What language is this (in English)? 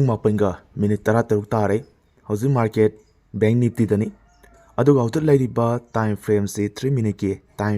Manipuri